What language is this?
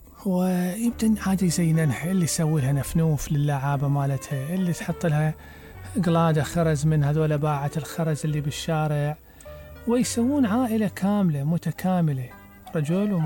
Mesopotamian Arabic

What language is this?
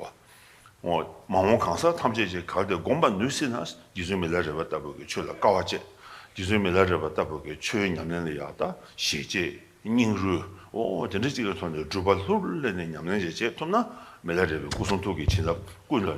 Tibetan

